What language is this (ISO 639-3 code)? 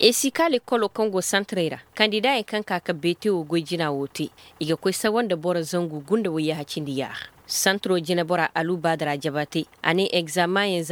dje